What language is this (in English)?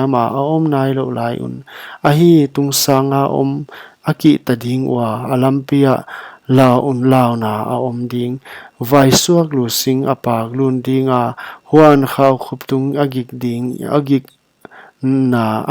Paite Chin